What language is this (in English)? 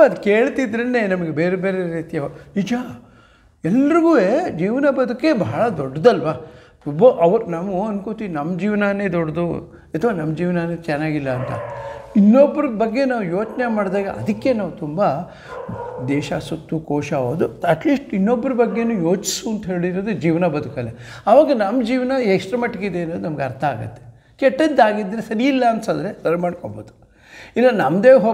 Kannada